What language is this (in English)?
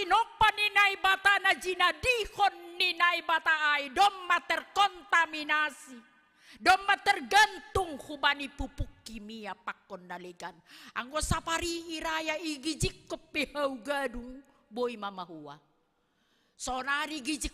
Batak Simalungun